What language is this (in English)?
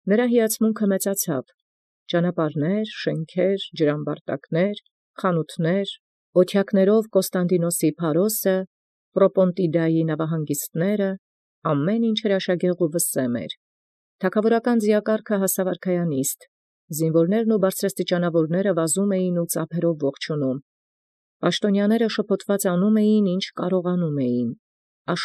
Armenian